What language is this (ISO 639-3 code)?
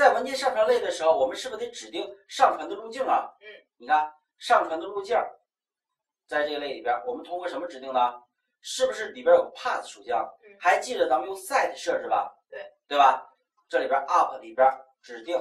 zho